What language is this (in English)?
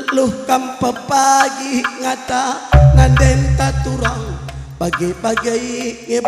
Batak Karo